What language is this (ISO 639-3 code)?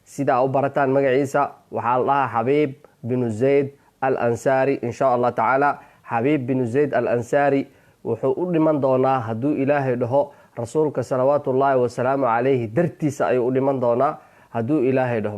som